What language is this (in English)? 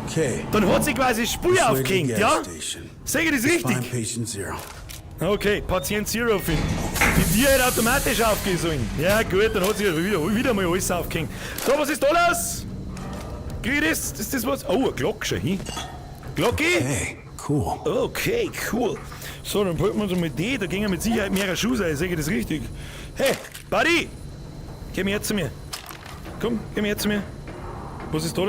Bavarian